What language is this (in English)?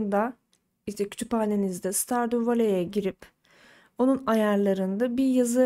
Turkish